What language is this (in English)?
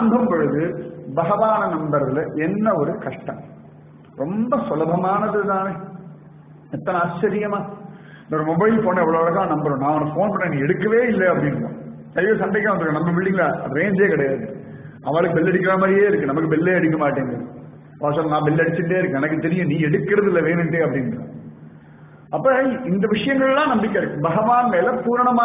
Tamil